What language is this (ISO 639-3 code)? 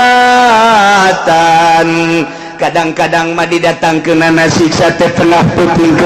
sun